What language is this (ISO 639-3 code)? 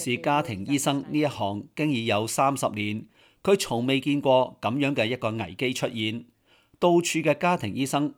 yue